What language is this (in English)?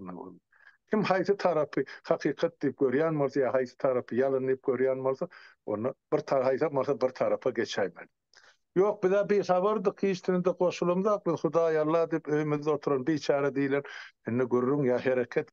Turkmen